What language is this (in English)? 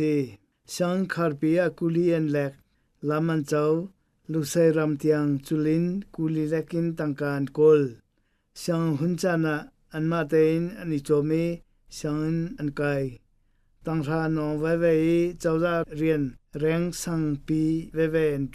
Hakha Chin